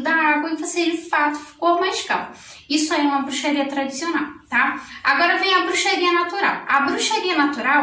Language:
Portuguese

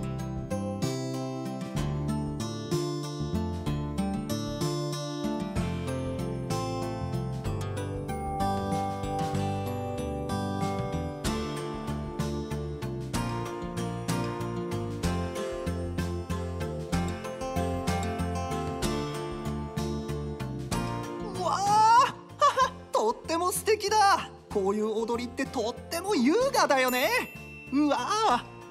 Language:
Japanese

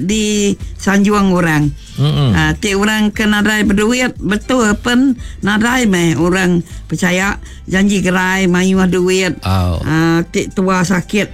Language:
Iban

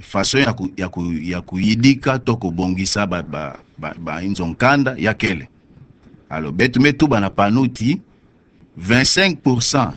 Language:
Kituba (Democratic Republic of Congo)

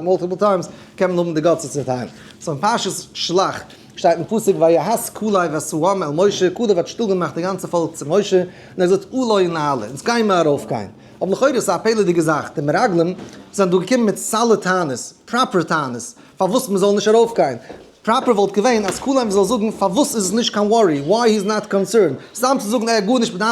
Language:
Yiddish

